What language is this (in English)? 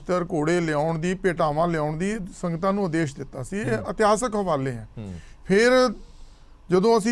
Punjabi